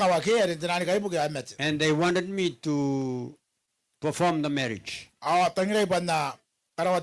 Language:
Gilbertese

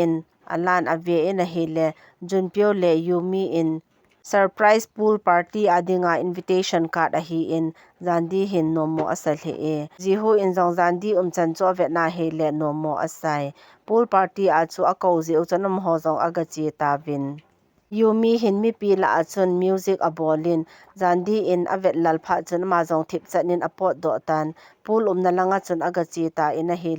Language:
Thado Chin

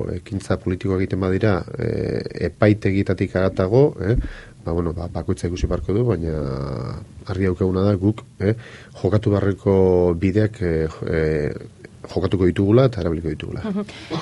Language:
Basque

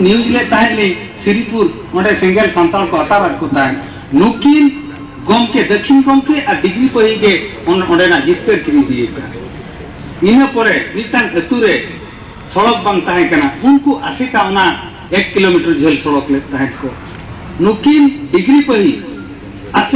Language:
Santali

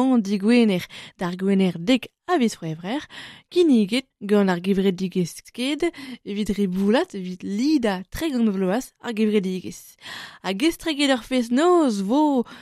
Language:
Breton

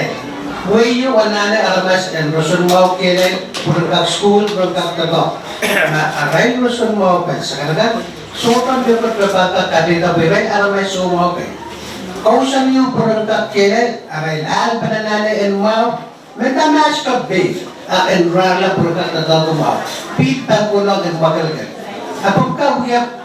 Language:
Pohnpeian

